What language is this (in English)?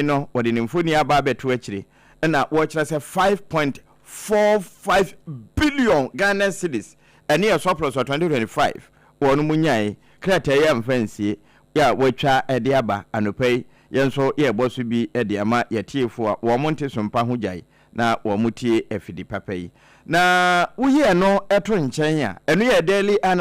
Akan